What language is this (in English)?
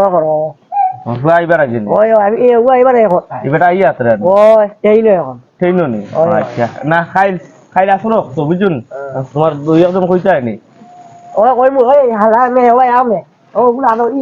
Sylheti